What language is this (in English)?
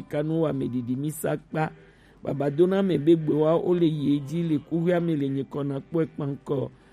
Gen